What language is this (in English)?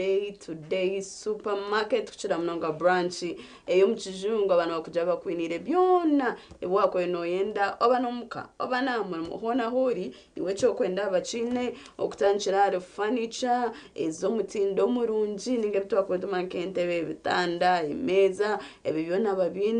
Nyankole